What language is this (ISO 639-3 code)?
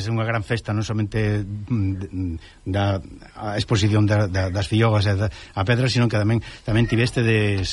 glg